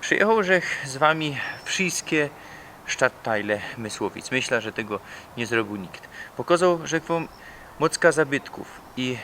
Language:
Silesian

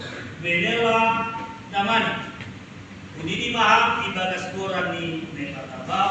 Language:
Batak Simalungun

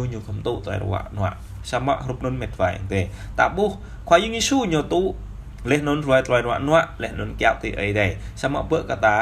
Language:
Jarai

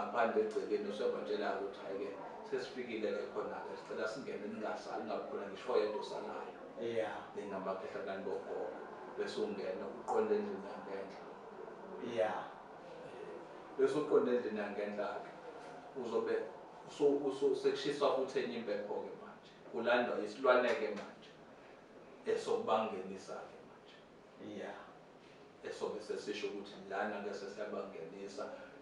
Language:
Zulu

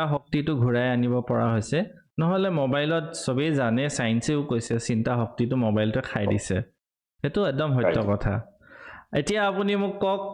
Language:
Assamese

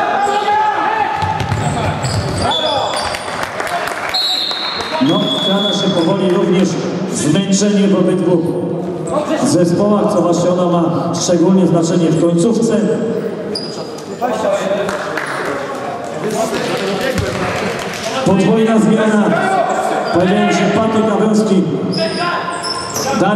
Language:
Polish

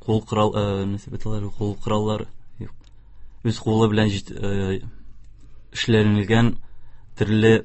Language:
Tatar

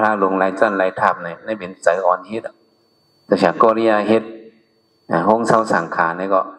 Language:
Shan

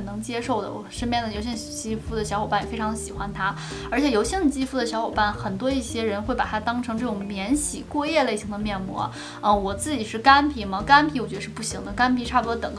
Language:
Chinese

